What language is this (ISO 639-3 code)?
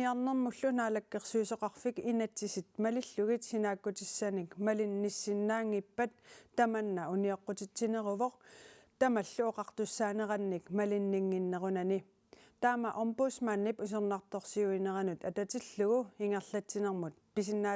kal